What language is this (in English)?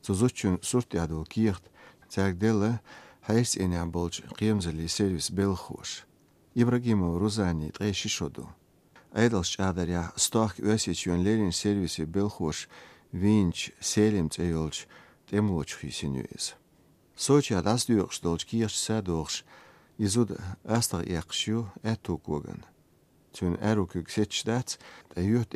Chechen